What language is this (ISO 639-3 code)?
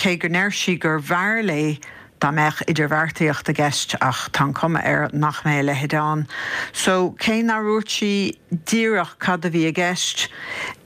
gle